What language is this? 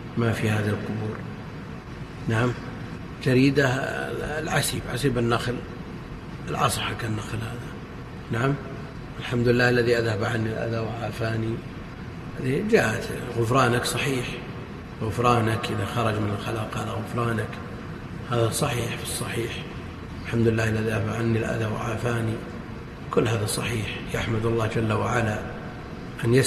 Arabic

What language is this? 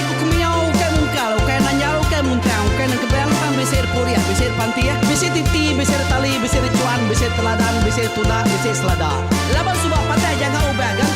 Iban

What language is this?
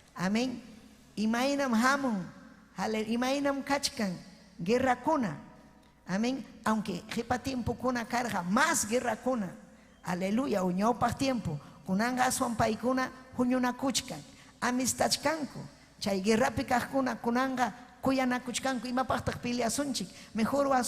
Ayacucho Quechua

